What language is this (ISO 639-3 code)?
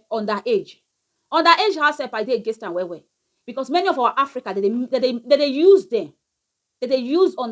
pcm